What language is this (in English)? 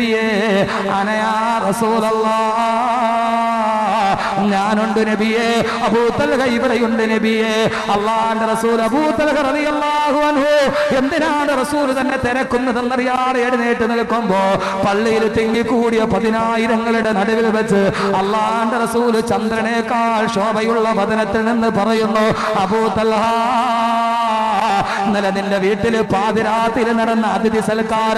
Malayalam